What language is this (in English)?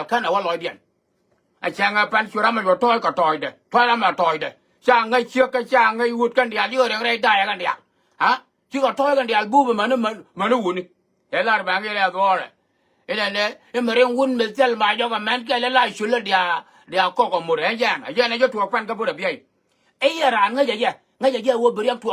Nuer